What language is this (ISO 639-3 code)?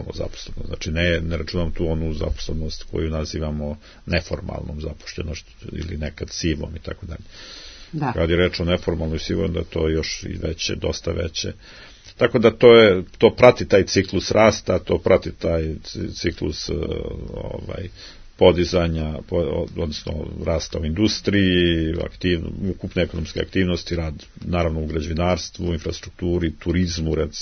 srp